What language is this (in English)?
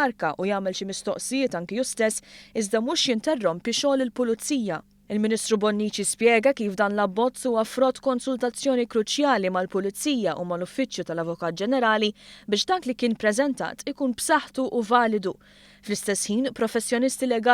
Maltese